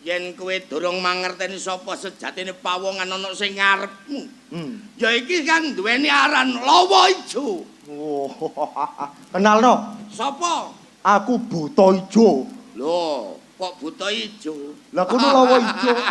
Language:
Javanese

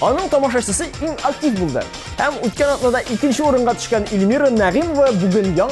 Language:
Tatar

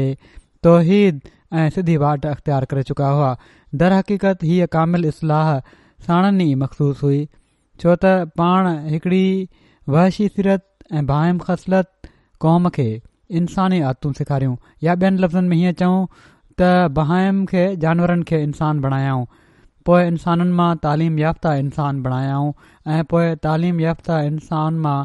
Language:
Sindhi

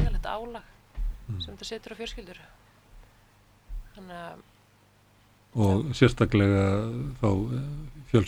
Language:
Icelandic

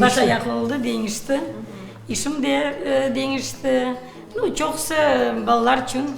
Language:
Crimean Tatar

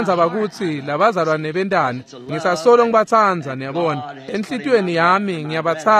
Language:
Swati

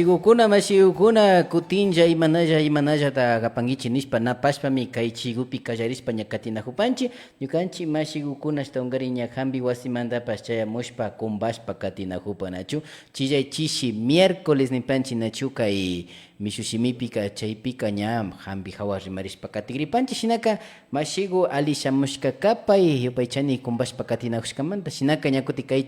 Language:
Imbabura Highland Quichua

